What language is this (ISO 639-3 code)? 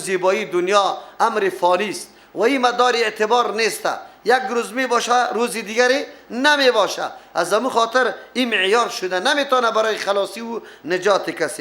fas